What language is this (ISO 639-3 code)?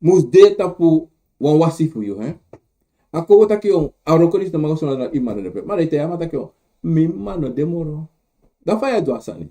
srn